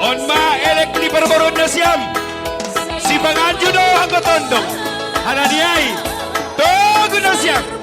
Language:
Batak Simalungun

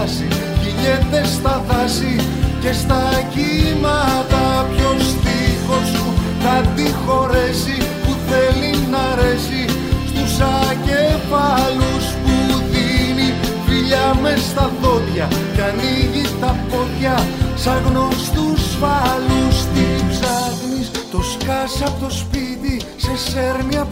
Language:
Greek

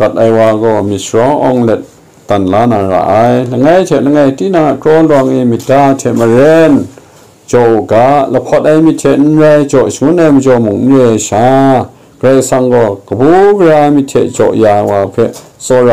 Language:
Kachin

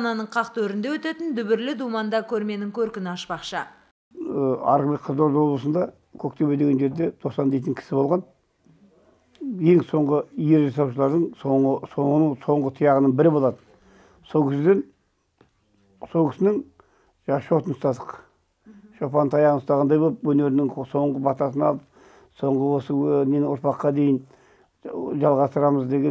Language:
Kazakh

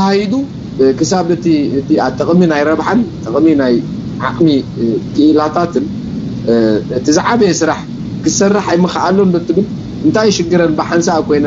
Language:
Tigrinya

